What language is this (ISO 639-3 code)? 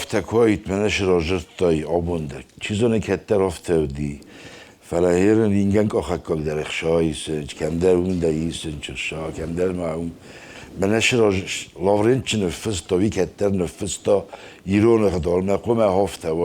oss